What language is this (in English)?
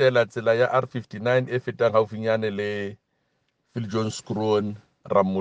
Southern Sotho